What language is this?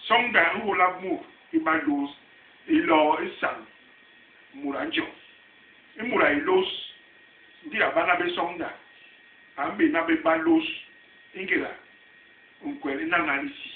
Basaa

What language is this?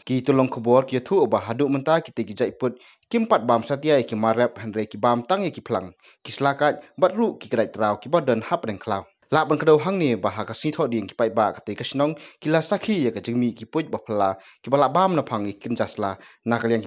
Khasi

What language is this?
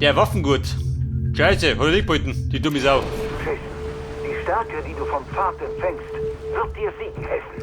Bavarian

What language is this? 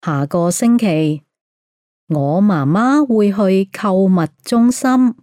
Cantonese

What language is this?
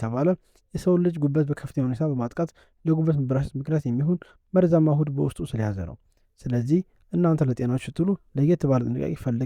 Amharic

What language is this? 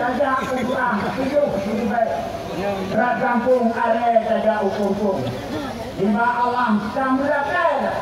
Achinese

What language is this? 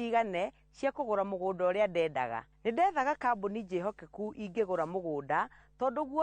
Kikuyu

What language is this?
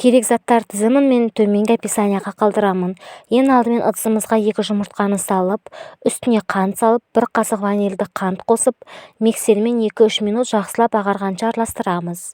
Kazakh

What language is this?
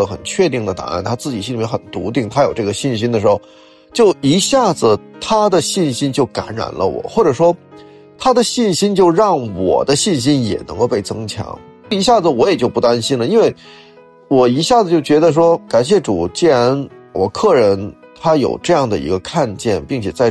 Chinese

